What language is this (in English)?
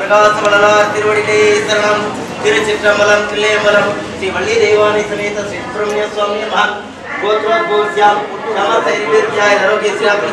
Tamil